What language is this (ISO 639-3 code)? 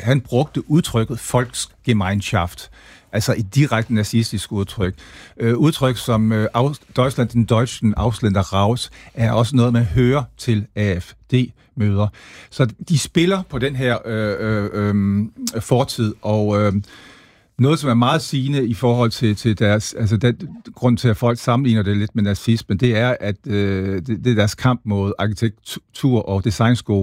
dan